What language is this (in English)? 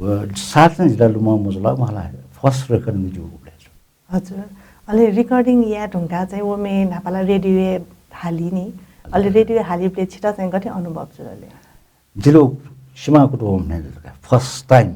Newari